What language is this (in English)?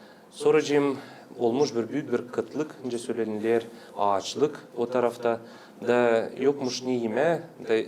Gagauz